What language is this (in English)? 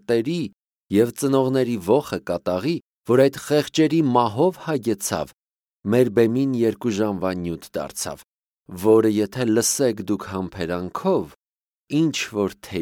Armenian